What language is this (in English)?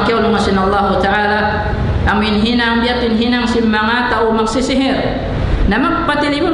Tausug